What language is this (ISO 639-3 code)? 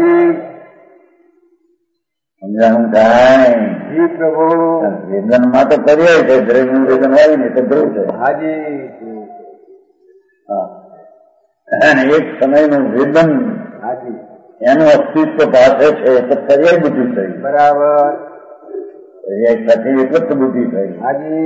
guj